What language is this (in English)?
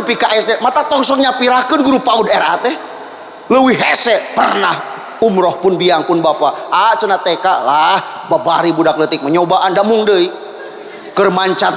Sundanese